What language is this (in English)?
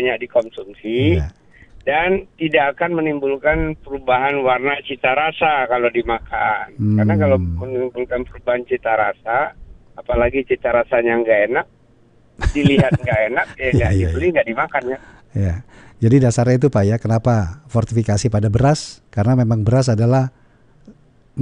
Indonesian